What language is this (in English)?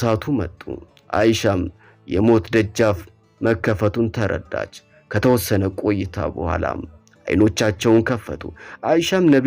Amharic